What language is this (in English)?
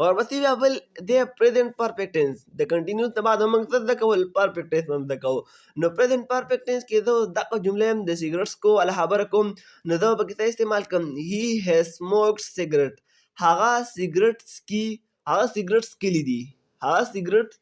Pashto